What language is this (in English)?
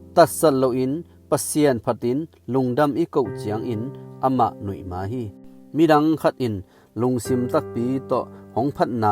Tedim Chin